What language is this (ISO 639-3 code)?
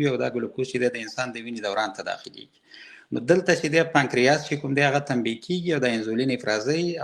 pus